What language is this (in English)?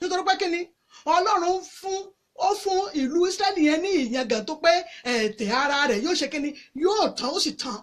Yoruba